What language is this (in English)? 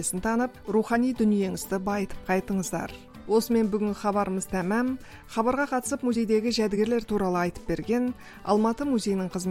Kazakh